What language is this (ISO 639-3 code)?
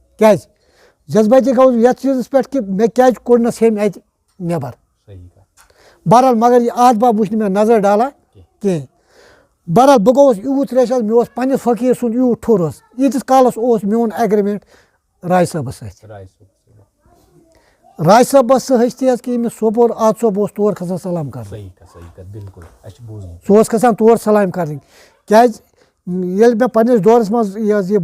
kas